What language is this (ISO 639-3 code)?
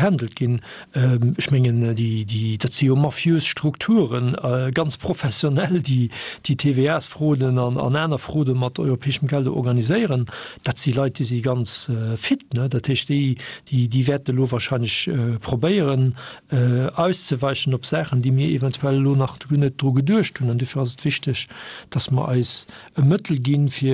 ltz